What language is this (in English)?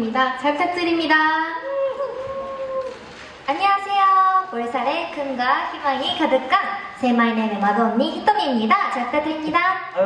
Korean